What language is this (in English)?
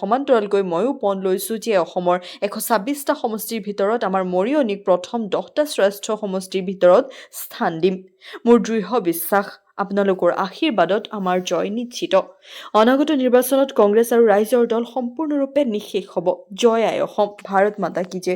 Assamese